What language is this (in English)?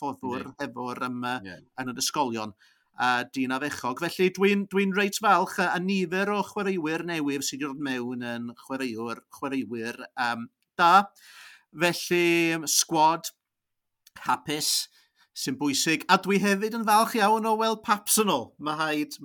Welsh